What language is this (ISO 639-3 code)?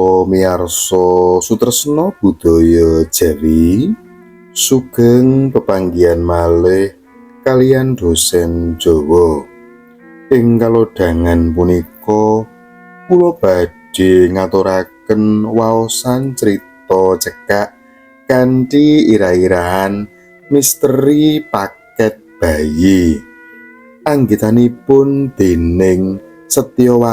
jav